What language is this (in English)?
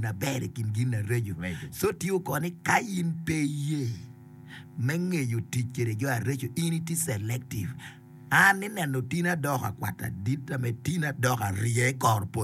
Acoli